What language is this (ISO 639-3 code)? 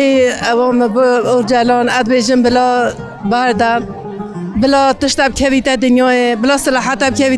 kur